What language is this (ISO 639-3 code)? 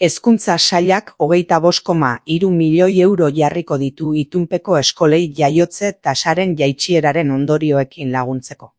eus